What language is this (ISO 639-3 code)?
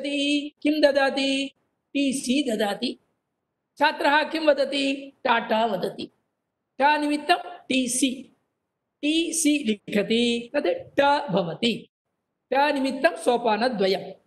san